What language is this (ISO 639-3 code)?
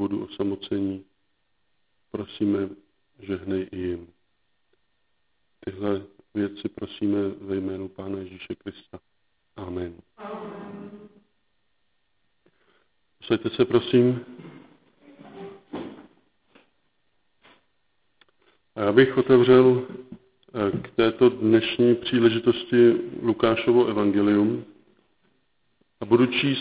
ces